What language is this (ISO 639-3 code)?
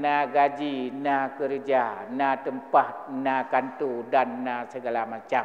ace